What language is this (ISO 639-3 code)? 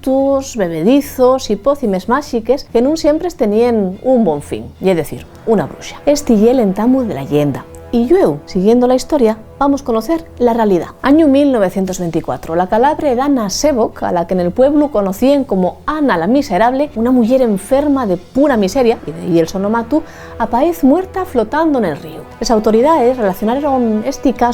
ast